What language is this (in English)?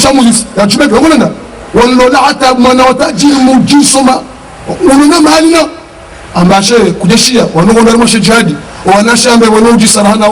Ngazidja Comorian